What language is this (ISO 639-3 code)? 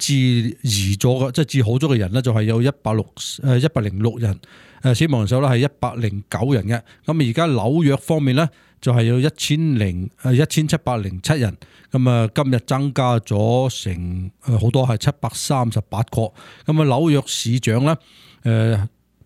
yue